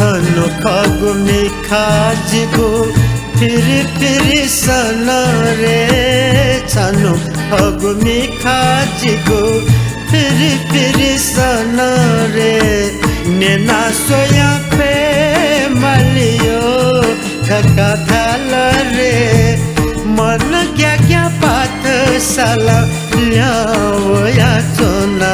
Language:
Newari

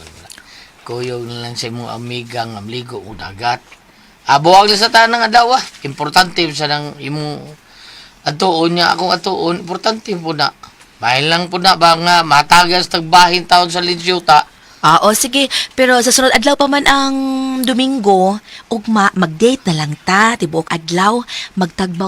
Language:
Cebuano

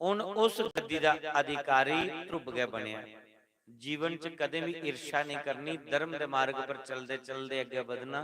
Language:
Dogri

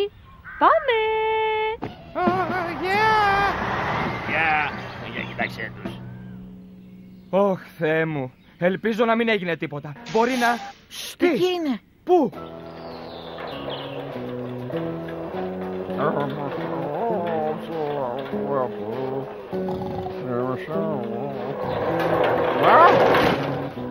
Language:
Greek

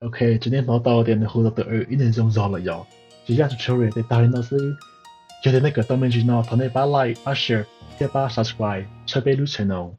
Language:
Hmong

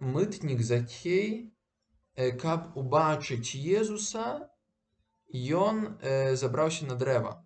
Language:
Belarusian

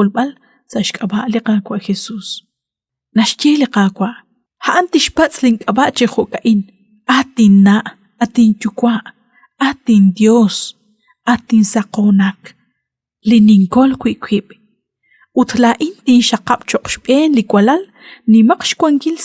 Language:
Kekchí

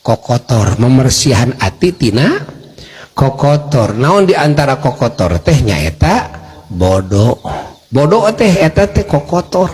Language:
Sundanese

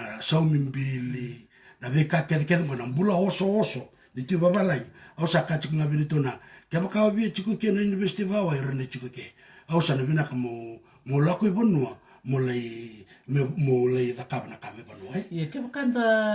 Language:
Fijian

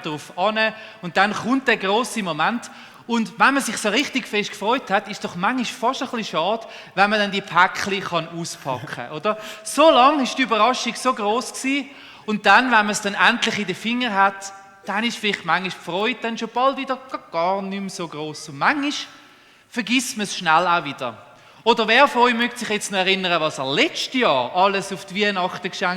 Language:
Swiss German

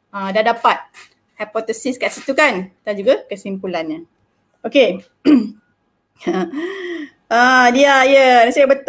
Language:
Malay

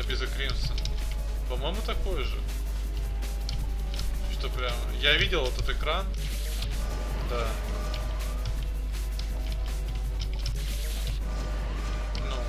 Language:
Russian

